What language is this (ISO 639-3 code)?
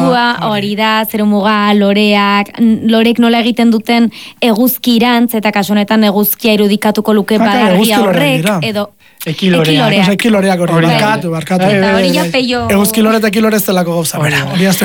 eus